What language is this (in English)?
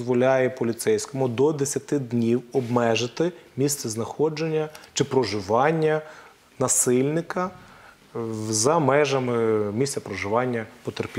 Ukrainian